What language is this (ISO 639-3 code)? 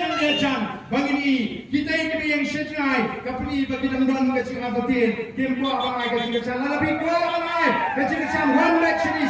kha